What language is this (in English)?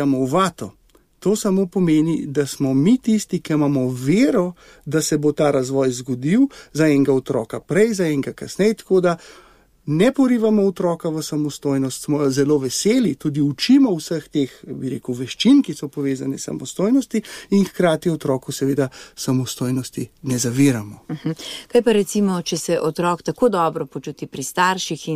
Slovenian